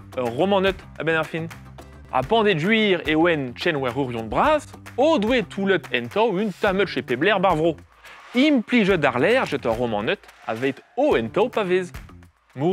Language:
Breton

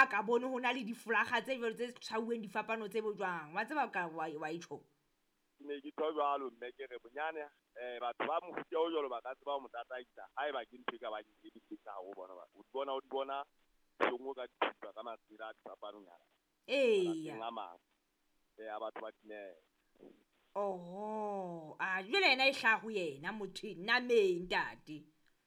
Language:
Southern Sotho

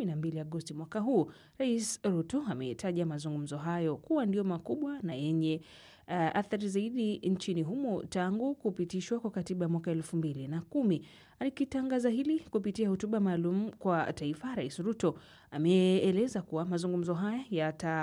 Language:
Swahili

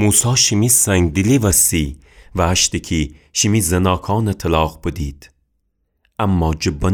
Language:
Gilaki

